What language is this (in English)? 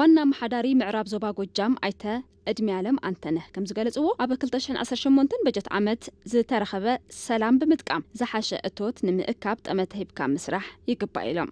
Tigrinya